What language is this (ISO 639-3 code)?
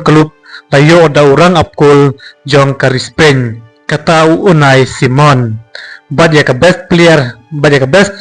kha